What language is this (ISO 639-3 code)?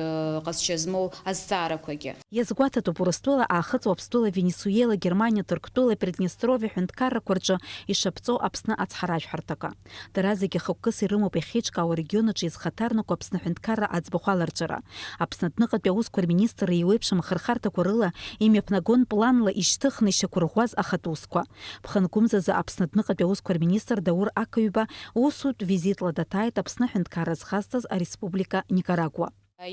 abk